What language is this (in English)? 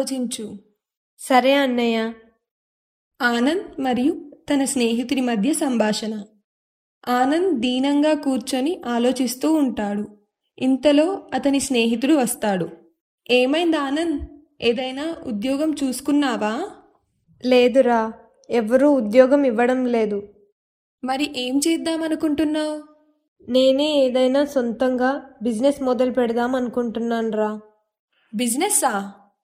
Telugu